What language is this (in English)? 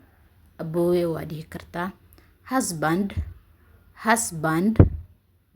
Somali